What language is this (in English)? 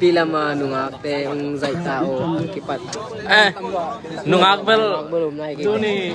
Tedim Chin